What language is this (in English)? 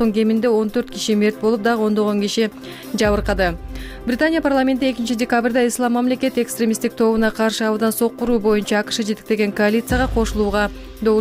Kyrgyz